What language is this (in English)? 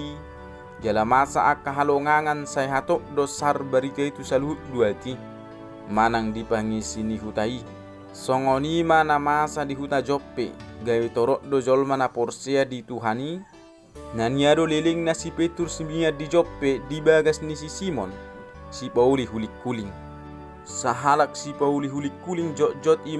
Batak Toba